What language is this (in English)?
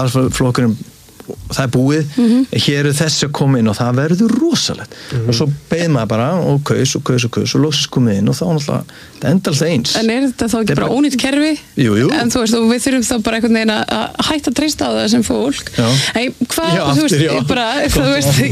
Icelandic